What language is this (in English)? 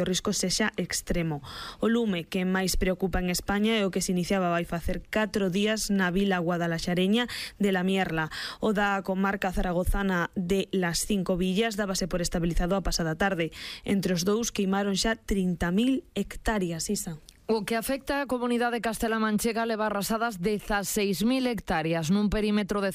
Galician